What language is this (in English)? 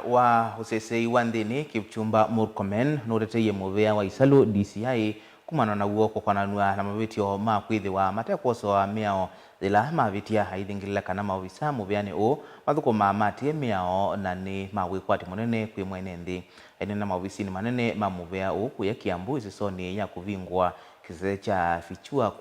Kamba